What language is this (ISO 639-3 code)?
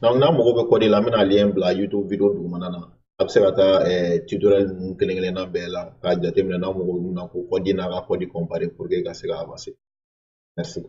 bam